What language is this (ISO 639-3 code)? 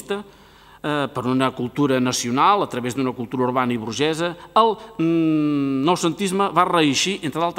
cat